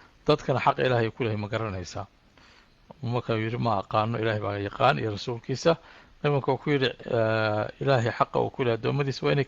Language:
Somali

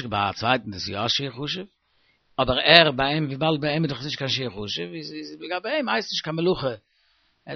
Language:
Yiddish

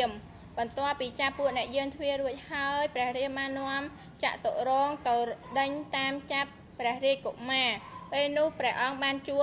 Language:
Khmer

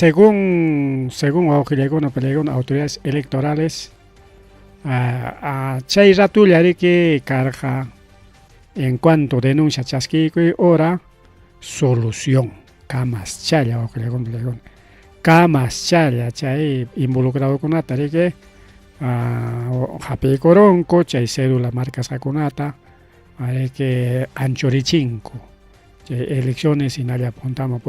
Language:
Ayacucho Quechua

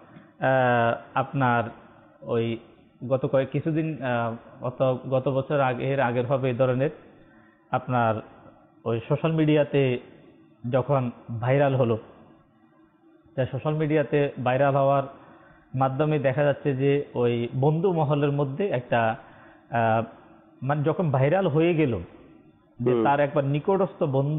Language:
Bangla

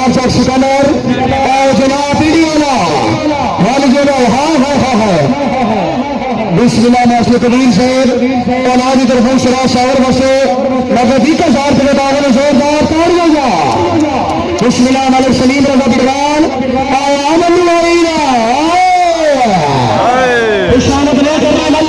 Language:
Pahari-Potwari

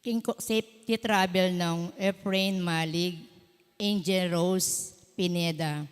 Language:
Pampanga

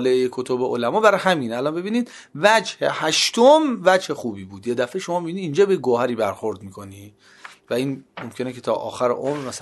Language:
Persian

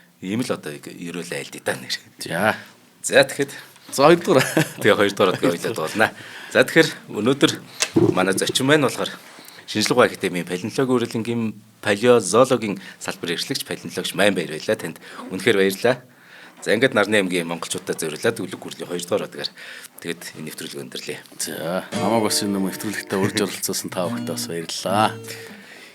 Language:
Mongolian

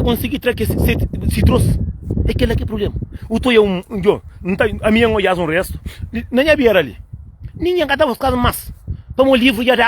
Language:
Kabuverdianu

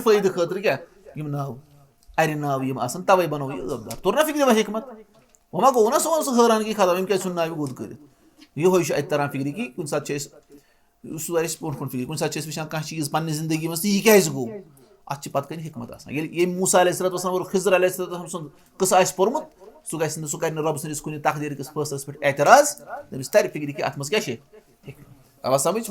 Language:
Kashmiri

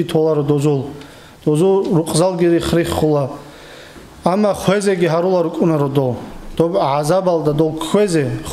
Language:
Avaric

